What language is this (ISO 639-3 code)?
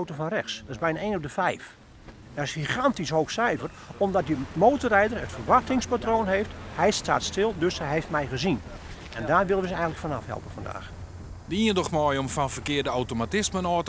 fry